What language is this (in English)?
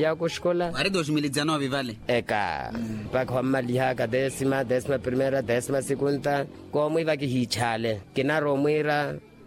Makhuwa